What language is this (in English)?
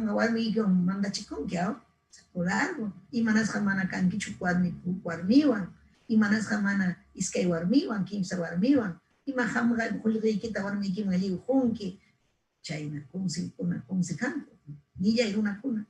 Ayacucho Quechua